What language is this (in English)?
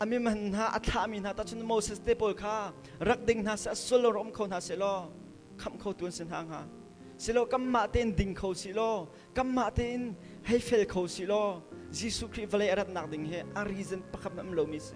Hakha Chin